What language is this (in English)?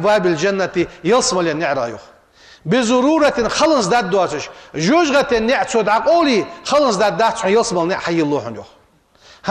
Ingush